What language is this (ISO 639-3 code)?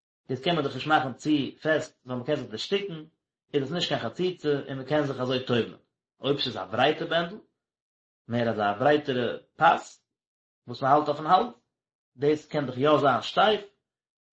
yid